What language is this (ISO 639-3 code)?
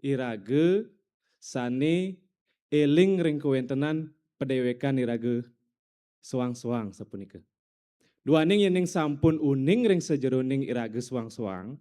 ban